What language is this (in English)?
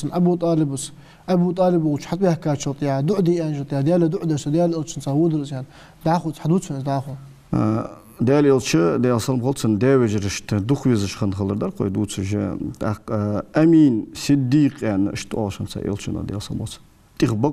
Ingush